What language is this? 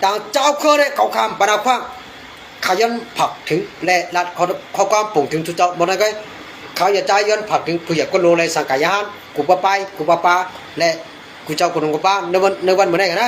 Shan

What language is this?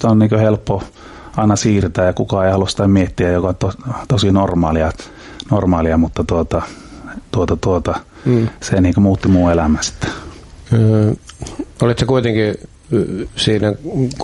Finnish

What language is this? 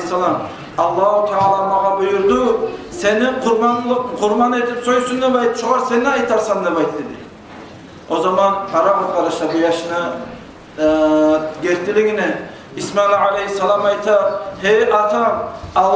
Kumyk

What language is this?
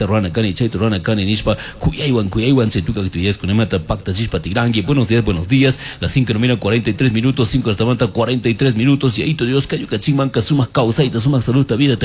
Chimborazo Highland Quichua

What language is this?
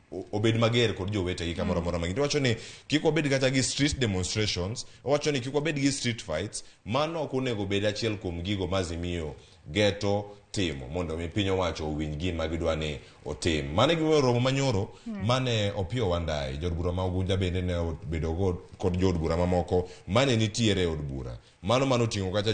Luo (Kenya and Tanzania)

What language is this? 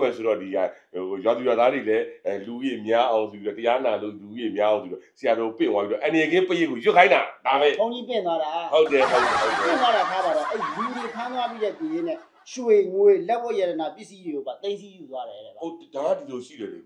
Burmese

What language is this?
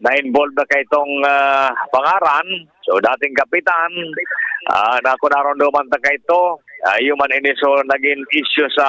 Bikol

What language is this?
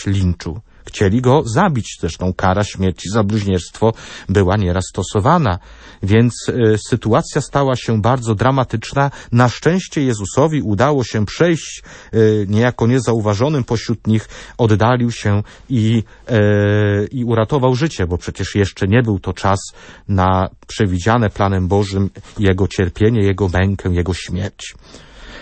Polish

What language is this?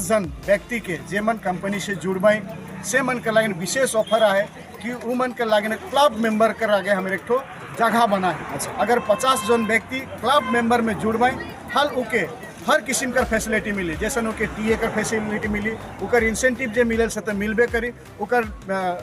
Sadri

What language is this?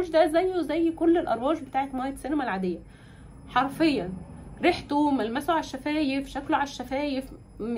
Egyptian Arabic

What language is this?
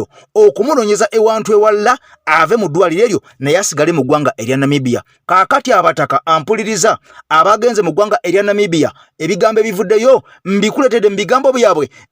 Ganda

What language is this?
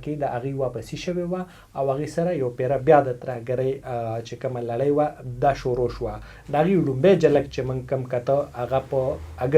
Pashto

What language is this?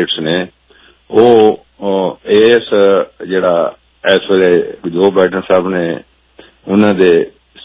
Punjabi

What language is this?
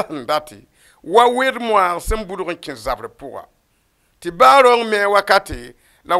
Mossi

